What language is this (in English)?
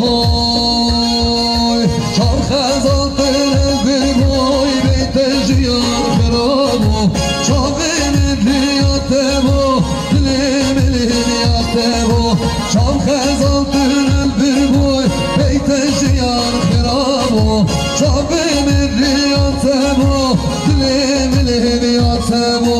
Kurdish